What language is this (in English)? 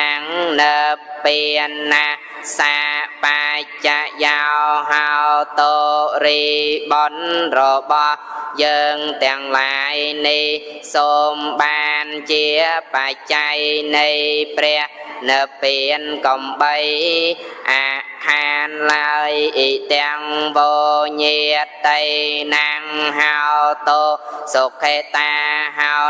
Khmer